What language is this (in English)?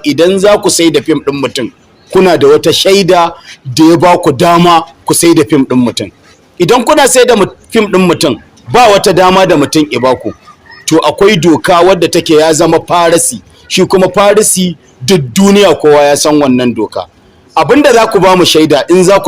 Hausa